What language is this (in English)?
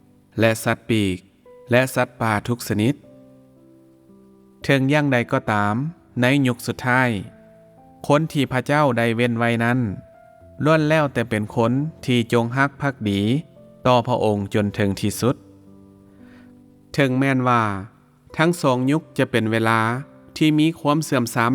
Lao